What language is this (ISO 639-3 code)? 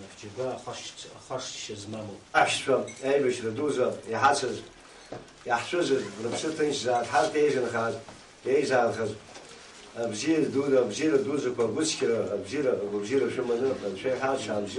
abk